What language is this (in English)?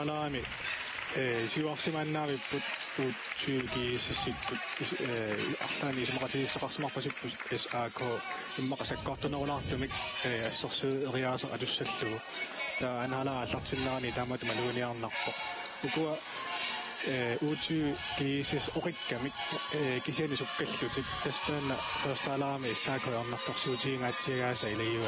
Kalaallisut